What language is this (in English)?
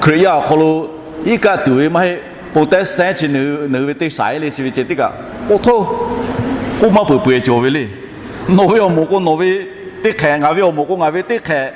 Lahu